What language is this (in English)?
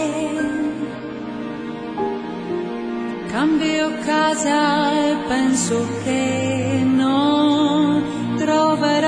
Italian